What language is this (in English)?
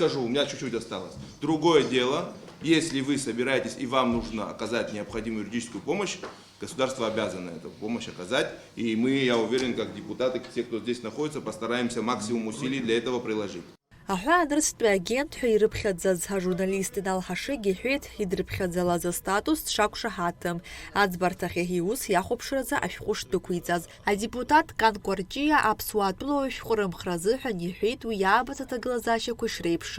Abkhazian